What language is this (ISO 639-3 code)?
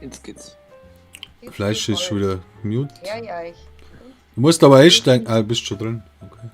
bar